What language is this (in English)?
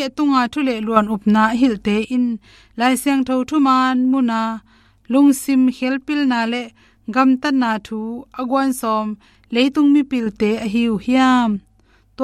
Tedim Chin